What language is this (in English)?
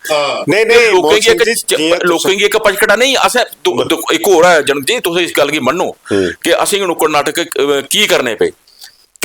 Dogri